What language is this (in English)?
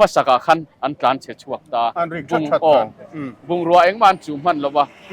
Mizo